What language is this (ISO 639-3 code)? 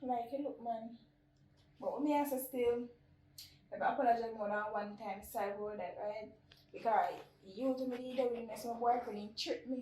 jam